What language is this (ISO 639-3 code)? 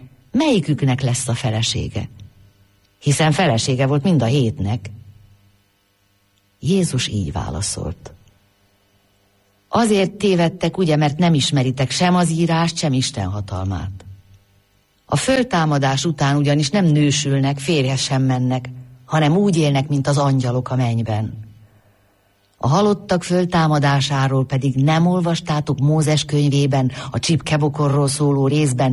hun